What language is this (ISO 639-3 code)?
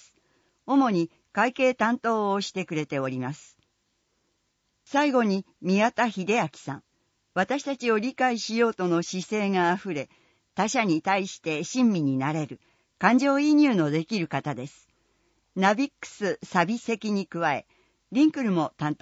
jpn